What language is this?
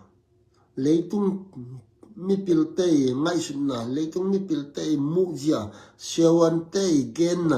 Tedim Chin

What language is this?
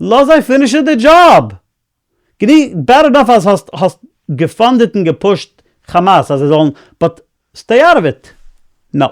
Yiddish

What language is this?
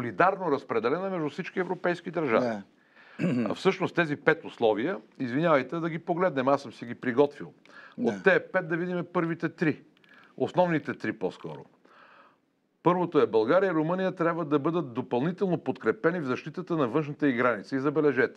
Bulgarian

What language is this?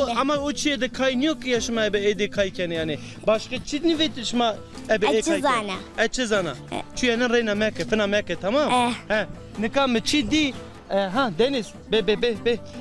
Zaza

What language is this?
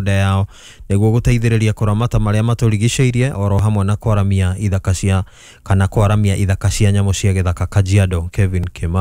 Kikuyu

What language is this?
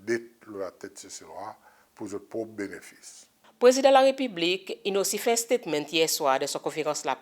Seselwa Creole French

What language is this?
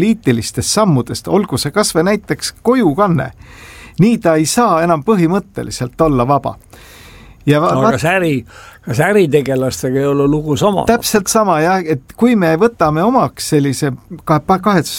Estonian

